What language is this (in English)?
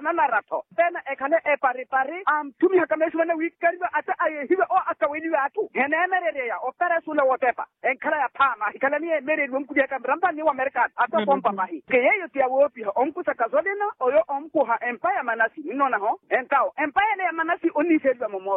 Makhuwa